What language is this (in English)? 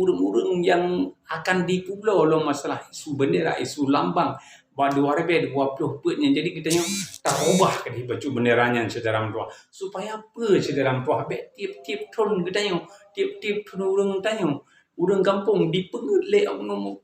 Achinese